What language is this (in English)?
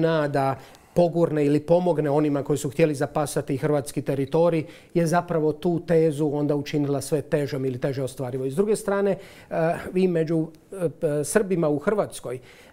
Croatian